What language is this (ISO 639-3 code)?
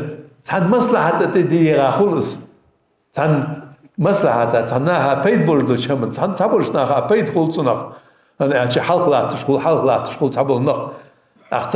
inh